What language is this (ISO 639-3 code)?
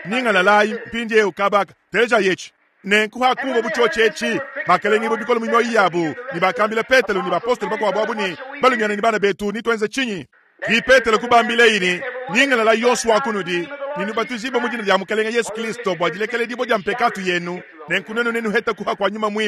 lua